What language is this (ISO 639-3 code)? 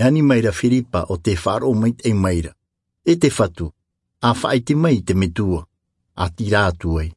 tah